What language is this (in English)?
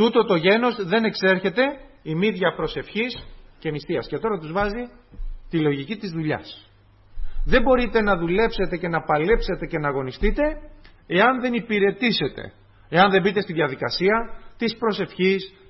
Greek